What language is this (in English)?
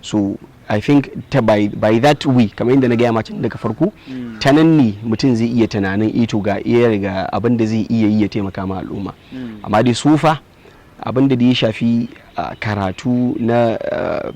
Hausa